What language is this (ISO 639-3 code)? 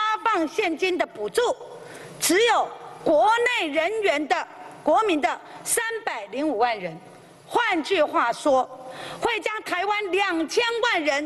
zho